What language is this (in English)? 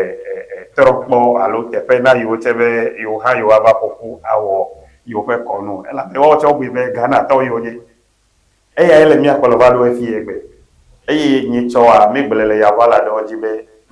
Ewe